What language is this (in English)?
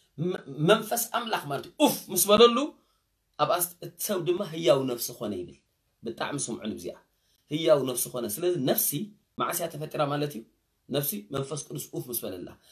Tigrinya